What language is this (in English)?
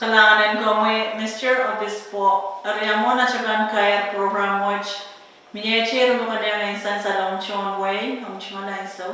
Pohnpeian